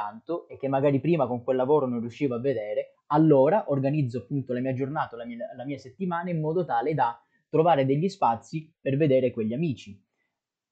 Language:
Italian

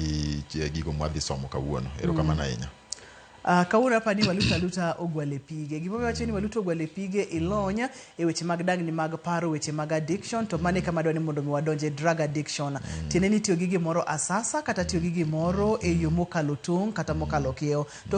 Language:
Luo (Kenya and Tanzania)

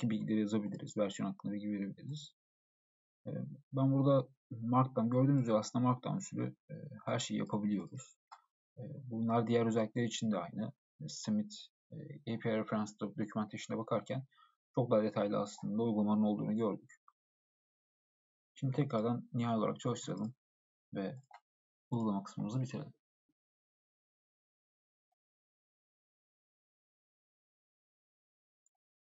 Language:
Turkish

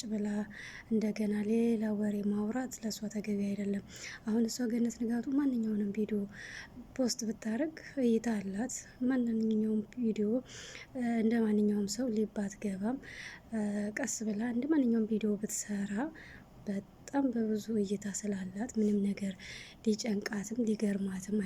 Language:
Amharic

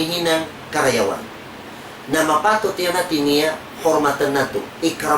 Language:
Tausug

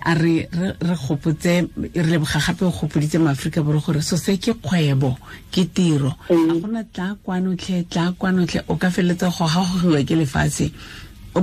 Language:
Tswana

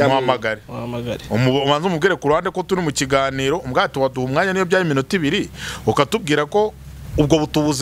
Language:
Kinyarwanda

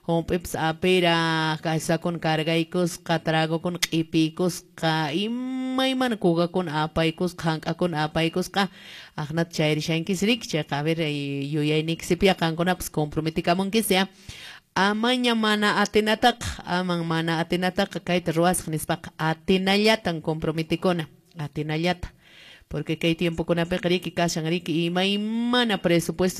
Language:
Quechua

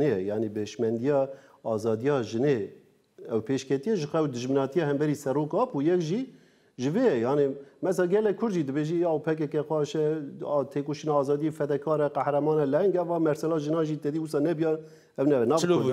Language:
Kurdish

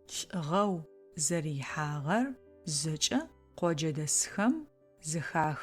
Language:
Adyghe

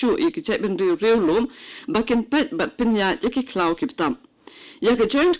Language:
Khasi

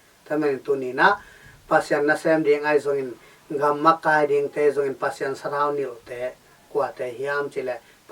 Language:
Tedim Chin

